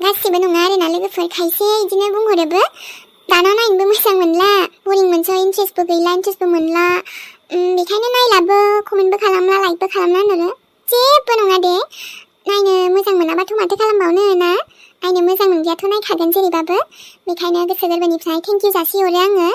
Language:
Bodo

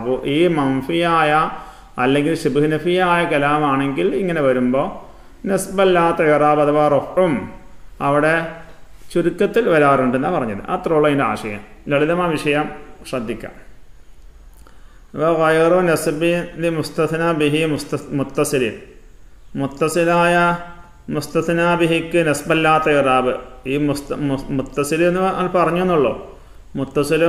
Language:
Malayalam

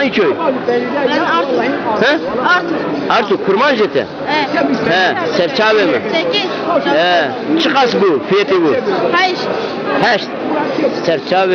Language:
Zaza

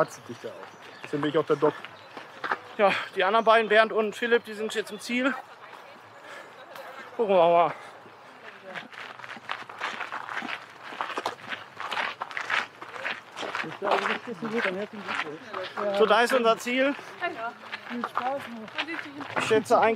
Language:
German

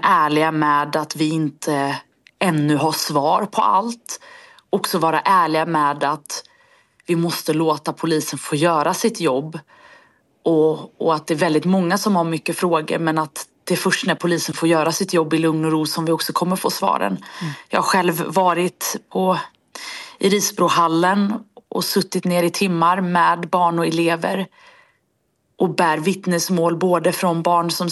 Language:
Swedish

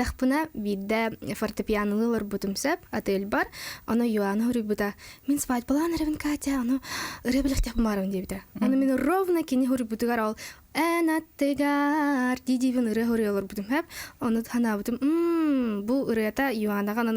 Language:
Yakut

